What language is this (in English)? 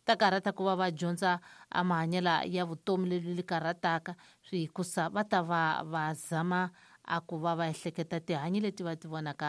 Tsonga